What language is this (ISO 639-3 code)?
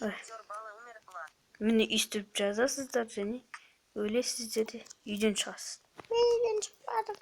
kaz